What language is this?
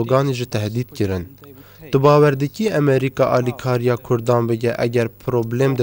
Kurdish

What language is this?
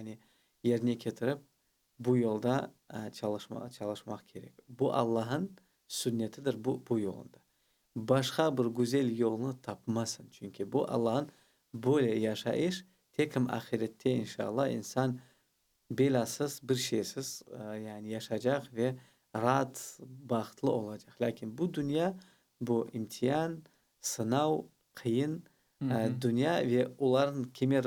Crimean Tatar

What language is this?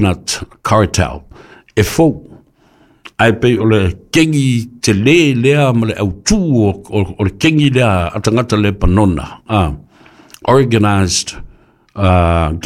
Samoan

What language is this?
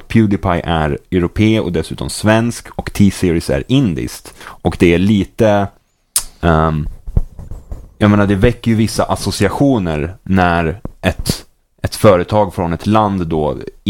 Swedish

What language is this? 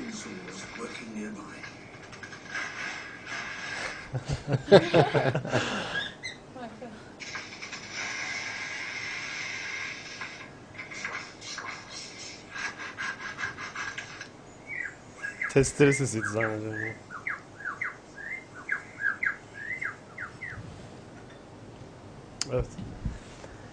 Turkish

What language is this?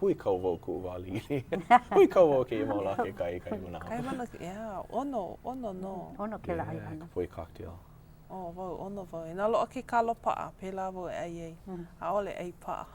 Hawaiian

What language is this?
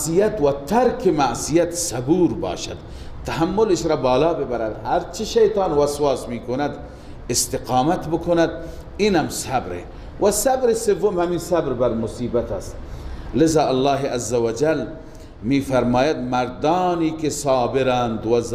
Persian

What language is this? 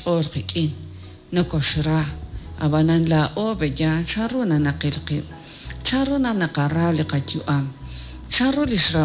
Kekchí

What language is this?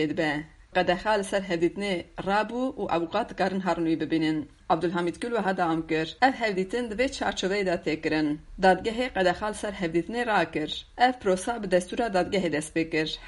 Kurdish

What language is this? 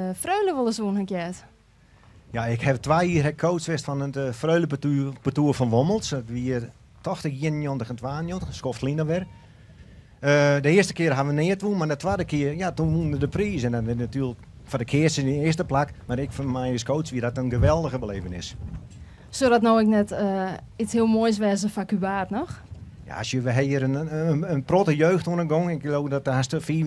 Western Frisian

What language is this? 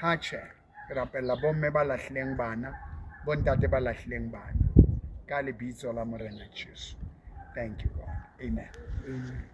Southern Sotho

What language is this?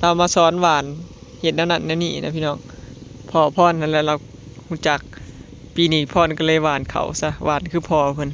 Northeastern Thai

